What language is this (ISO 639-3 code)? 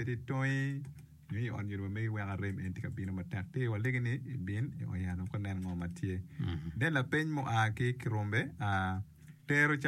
ach